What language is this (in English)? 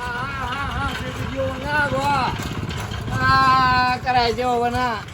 Minangkabau